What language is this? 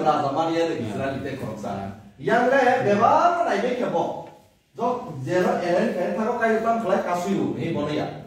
Kok Borok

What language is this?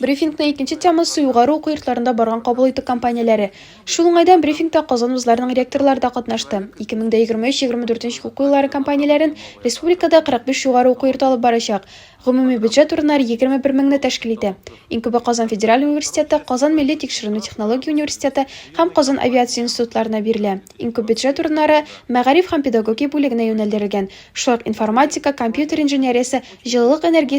Tatar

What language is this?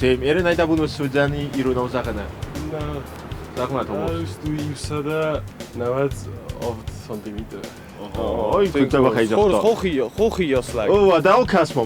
Ossetic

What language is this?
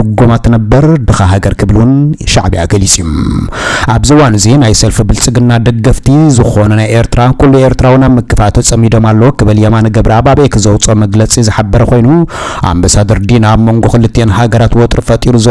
Tigrinya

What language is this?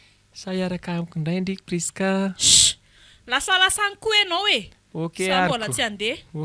Malagasy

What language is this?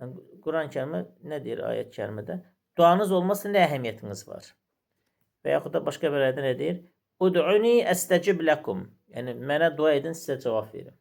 Azerbaijani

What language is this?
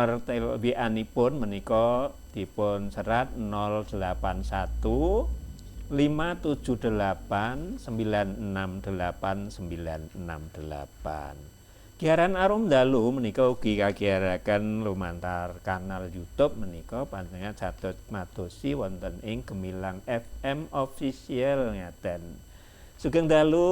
Javanese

